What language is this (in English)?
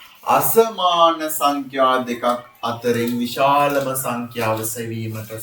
Sinhala